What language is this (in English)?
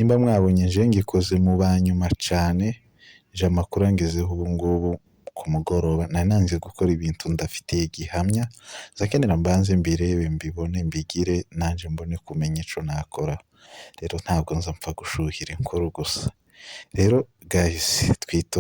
Kinyarwanda